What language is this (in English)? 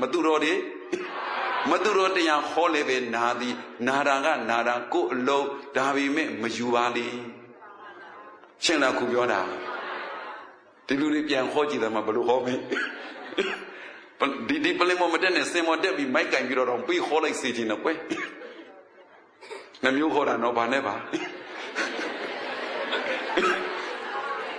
Burmese